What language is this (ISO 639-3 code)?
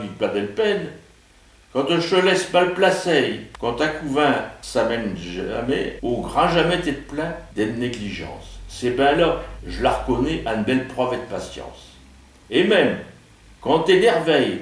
pcd